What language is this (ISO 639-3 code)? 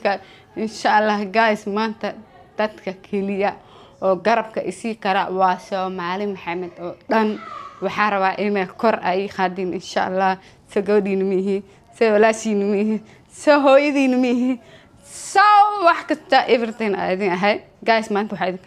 som